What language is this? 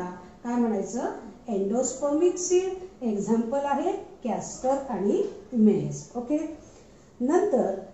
Marathi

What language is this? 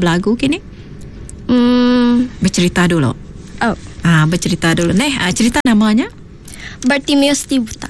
Iban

